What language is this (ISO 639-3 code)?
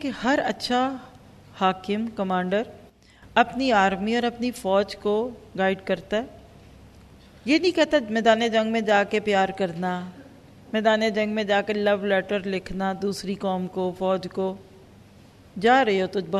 urd